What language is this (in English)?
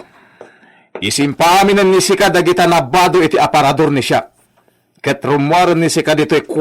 Iloko